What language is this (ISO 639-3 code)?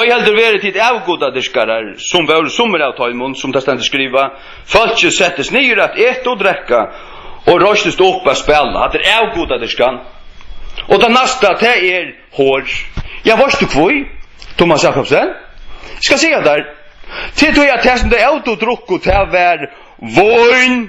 fao